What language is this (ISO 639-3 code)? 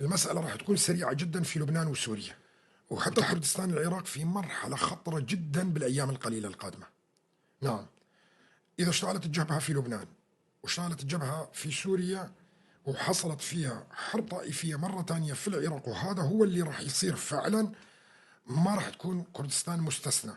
apc